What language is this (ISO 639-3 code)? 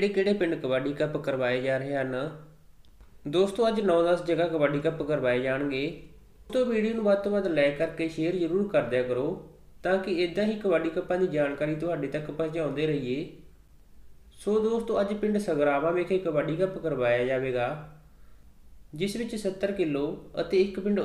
pan